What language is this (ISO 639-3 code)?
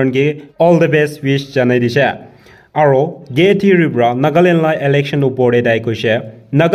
nag